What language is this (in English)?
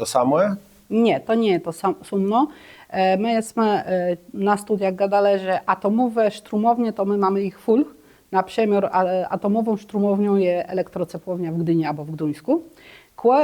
Kashubian